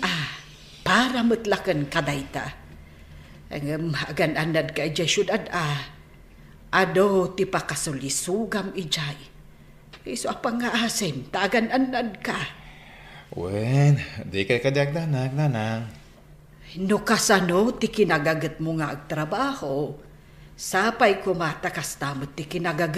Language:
Iloko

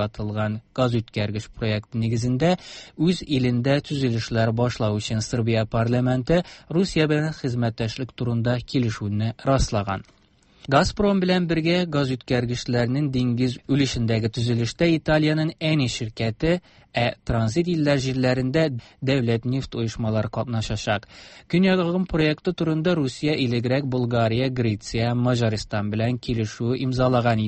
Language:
Tatar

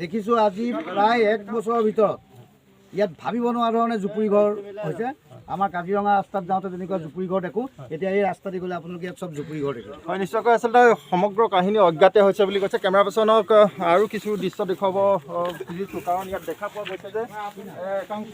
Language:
Assamese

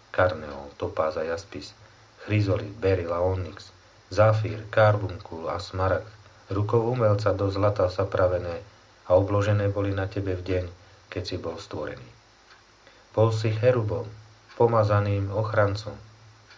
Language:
Slovak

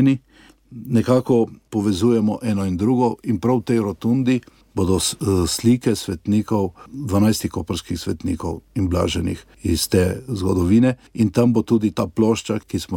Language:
Slovenian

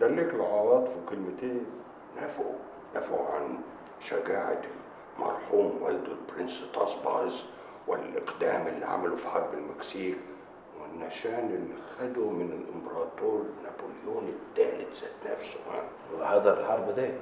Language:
Egyptian Arabic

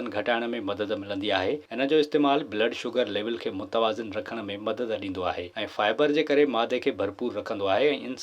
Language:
Sindhi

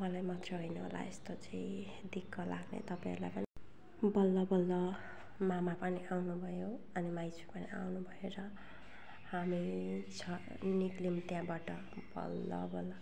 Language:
Nepali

